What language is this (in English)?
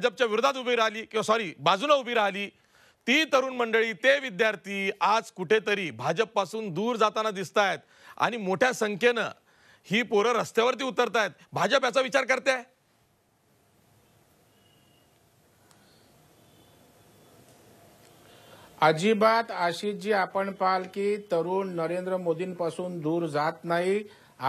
Marathi